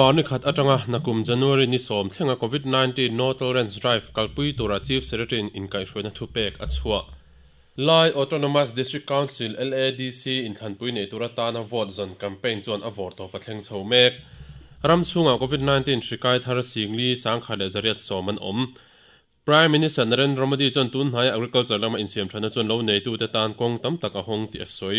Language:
Mizo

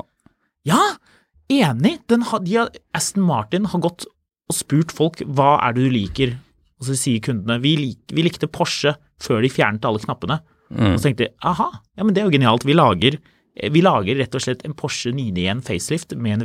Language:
Norwegian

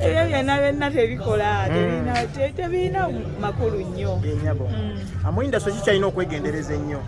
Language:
Ganda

